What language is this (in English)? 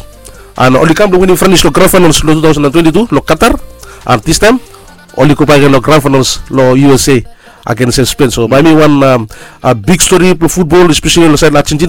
Bislama